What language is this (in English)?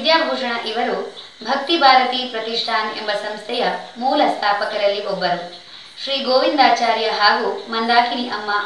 Kannada